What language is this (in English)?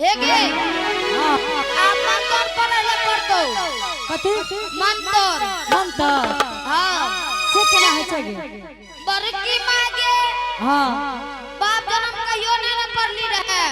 Angika